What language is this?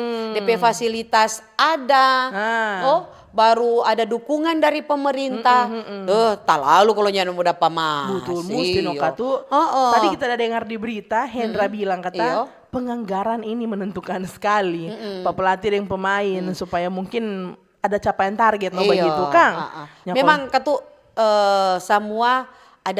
Manado Malay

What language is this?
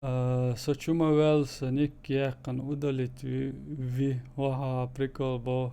Chechen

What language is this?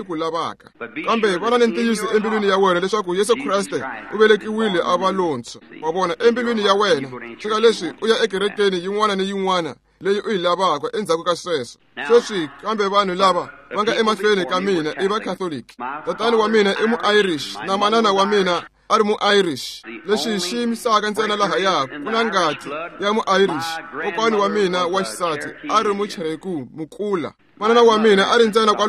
Tsonga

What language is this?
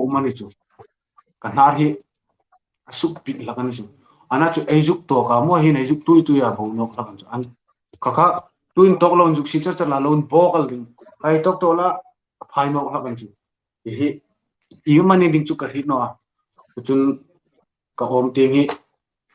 Hmar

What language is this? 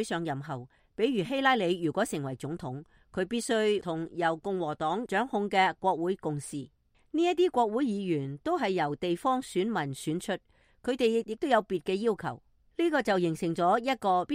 Cantonese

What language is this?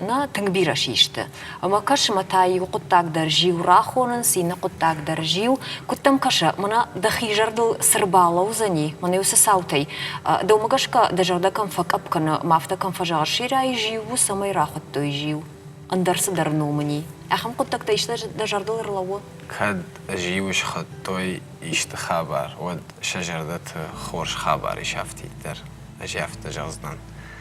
Ossetic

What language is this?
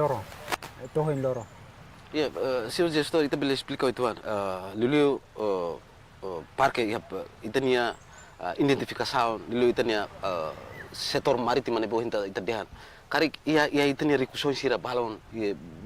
Tetum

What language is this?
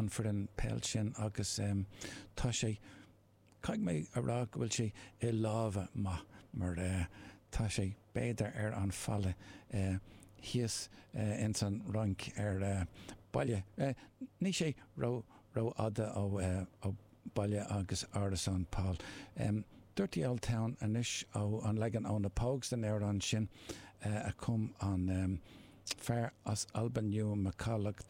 Irish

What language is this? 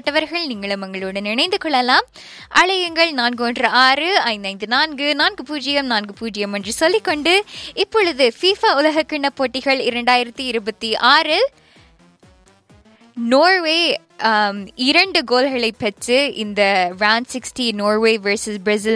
Tamil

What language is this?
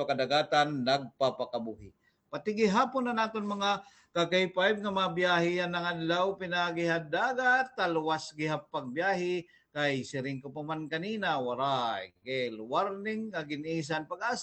Waray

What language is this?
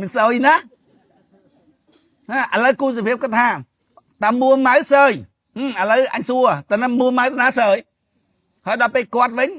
Khmer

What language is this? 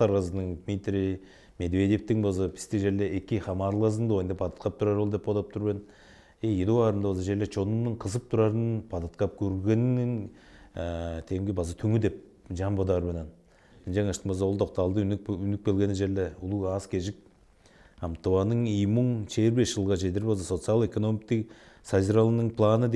Tuvinian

